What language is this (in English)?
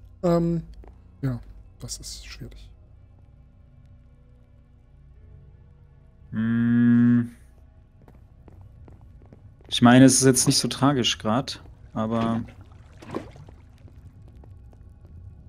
German